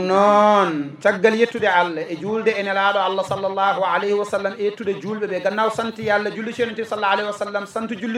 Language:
Fula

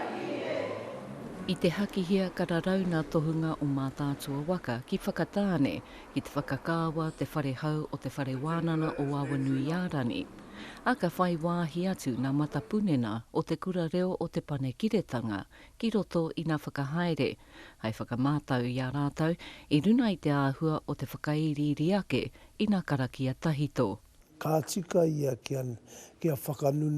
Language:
Māori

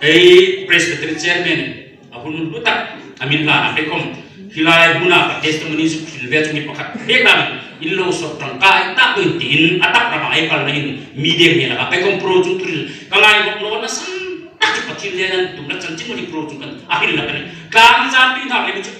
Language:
Hmar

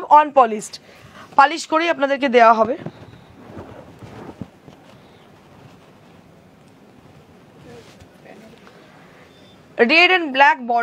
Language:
Bangla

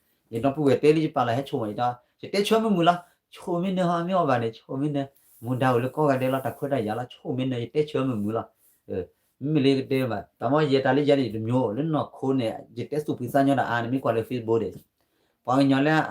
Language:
S'gaw Karen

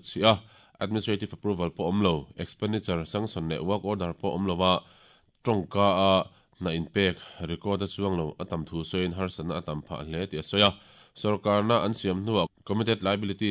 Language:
Mizo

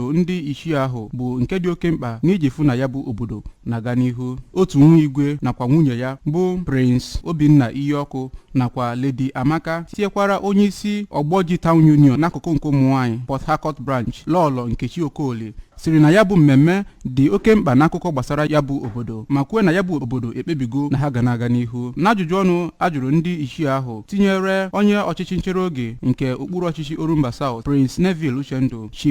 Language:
Igbo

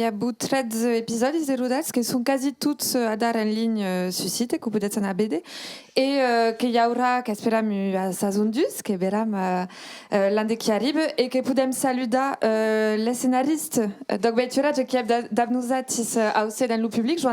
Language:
Occitan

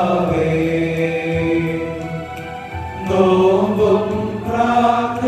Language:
Malayalam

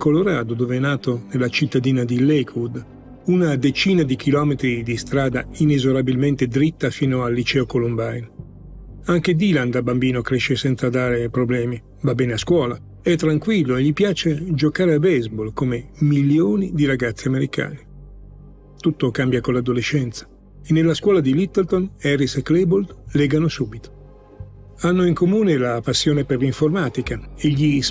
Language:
Italian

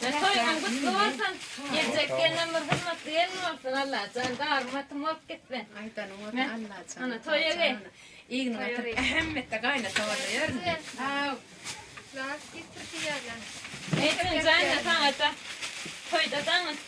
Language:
Turkmen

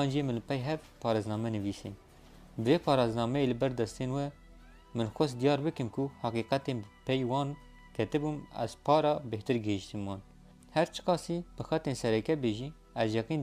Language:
Kurdish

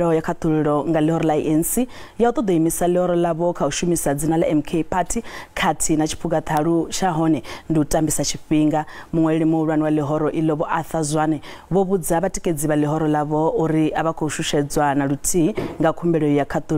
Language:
Venda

